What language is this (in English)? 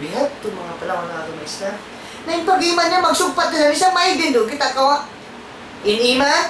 Tausug